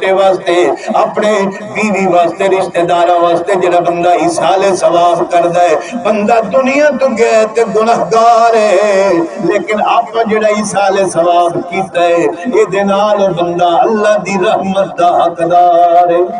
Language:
Saraiki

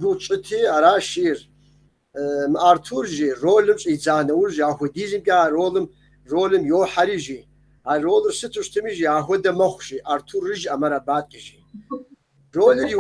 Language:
Kabardian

